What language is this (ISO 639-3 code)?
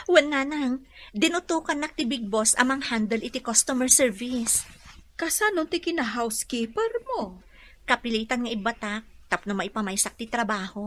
ilo